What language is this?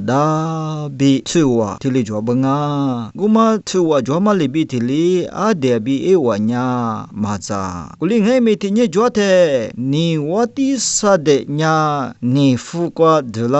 Lisu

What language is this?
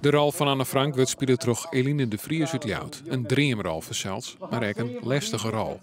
Western Frisian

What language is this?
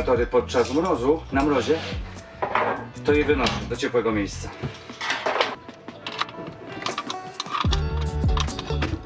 Polish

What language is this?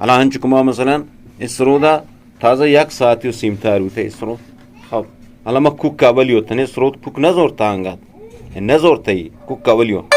Eastern Balochi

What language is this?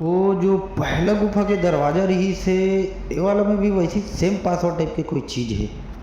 Chhattisgarhi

